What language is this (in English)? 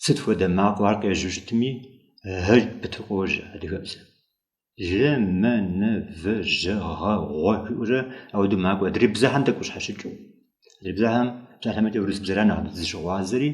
Kabardian